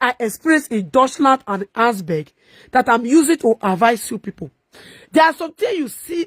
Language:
Nigerian Pidgin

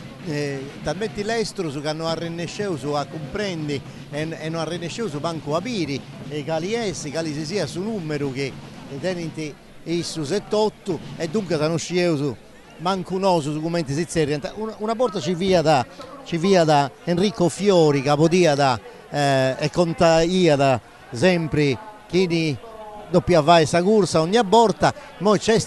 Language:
Sardinian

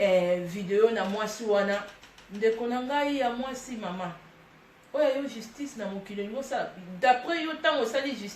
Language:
Lingala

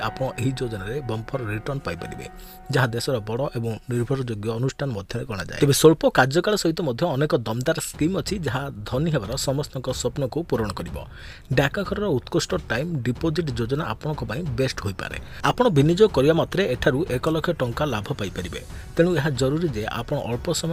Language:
Odia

